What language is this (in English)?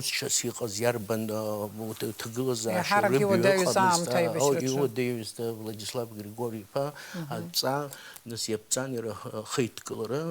Abkhazian